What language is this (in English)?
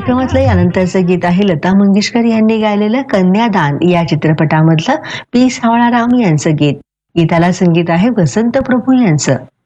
Marathi